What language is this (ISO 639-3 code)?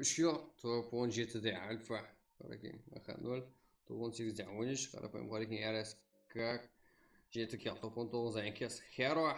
kaa